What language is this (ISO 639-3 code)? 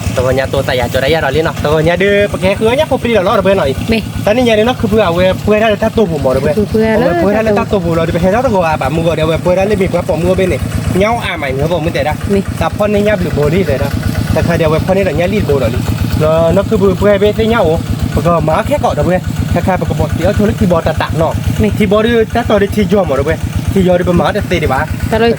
ksw